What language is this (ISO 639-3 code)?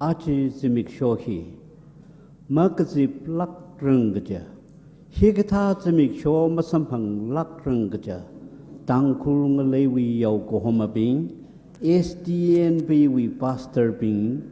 nmf